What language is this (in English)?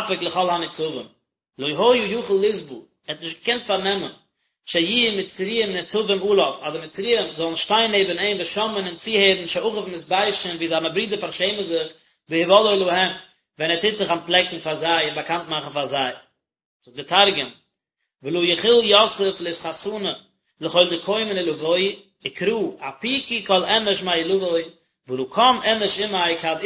Yiddish